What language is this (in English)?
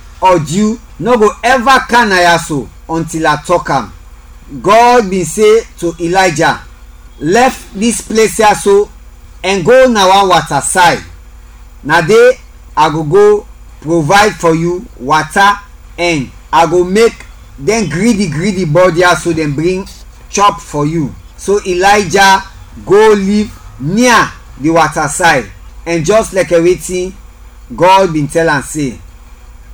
Krio